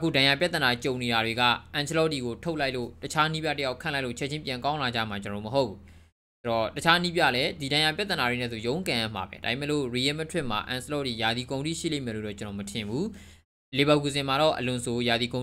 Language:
Burmese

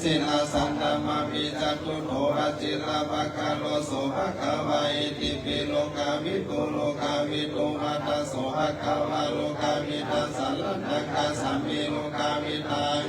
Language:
Pali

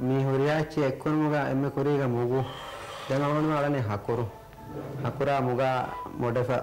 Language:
Divehi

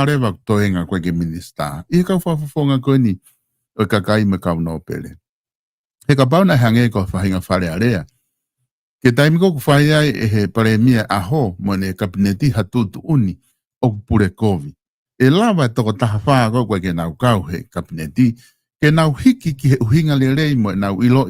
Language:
Tongan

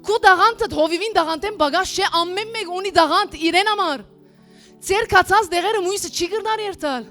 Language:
Western Armenian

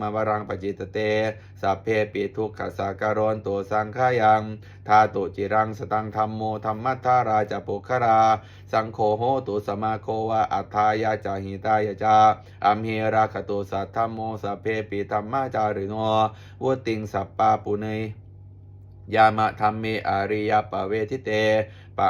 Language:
Pali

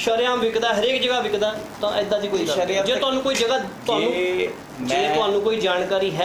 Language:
Punjabi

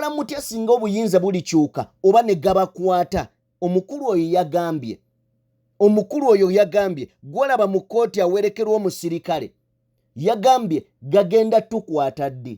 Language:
Ganda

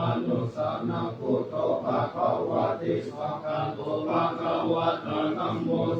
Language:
Pali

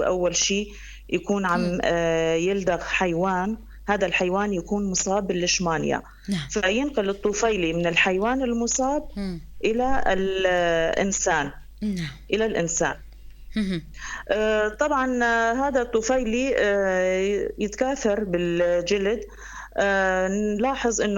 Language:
North Levantine Arabic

